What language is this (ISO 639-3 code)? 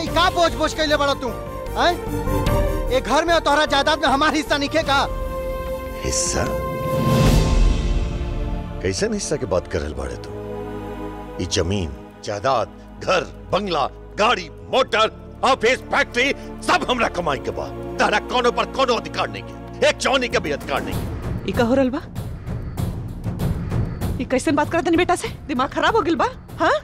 bho